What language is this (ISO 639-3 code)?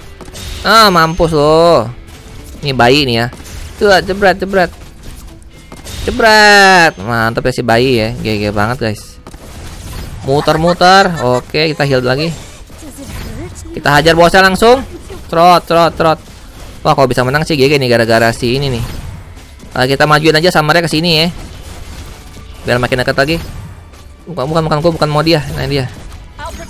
ind